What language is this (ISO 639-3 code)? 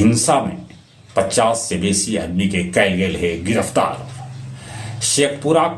mag